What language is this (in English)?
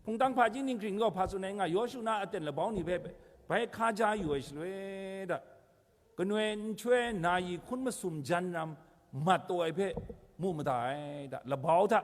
Kachin